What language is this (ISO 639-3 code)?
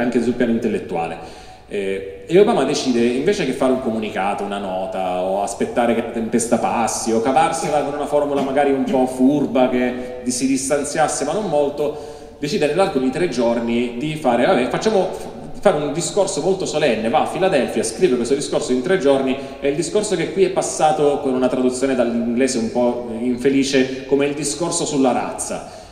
ita